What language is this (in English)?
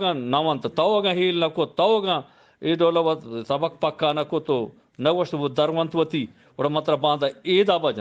Eastern Balochi